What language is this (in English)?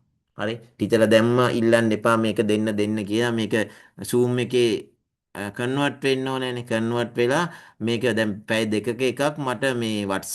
Sinhala